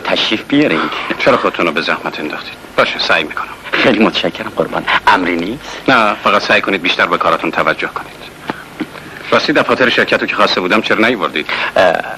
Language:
Persian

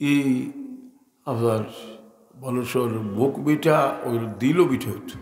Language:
Sylheti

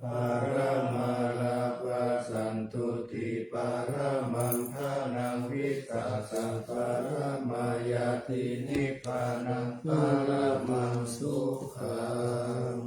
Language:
Pali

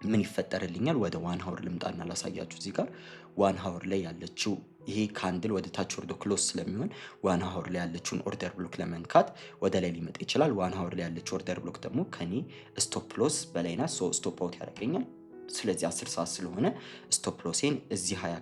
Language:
Amharic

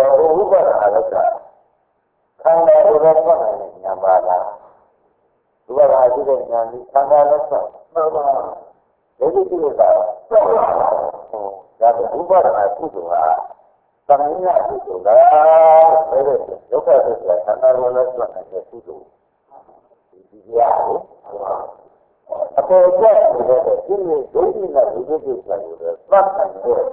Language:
Burmese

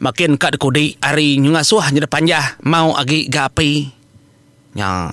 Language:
Iban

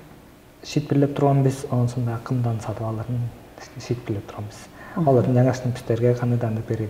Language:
Tuvinian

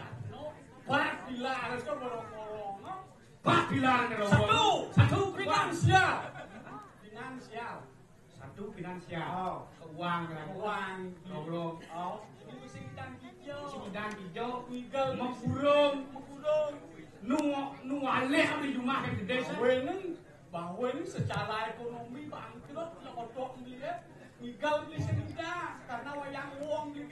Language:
Balinese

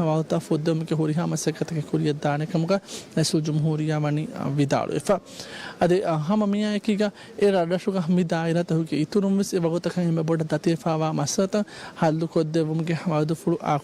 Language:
Divehi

